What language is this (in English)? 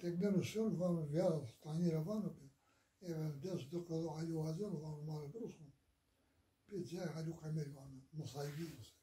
Zaza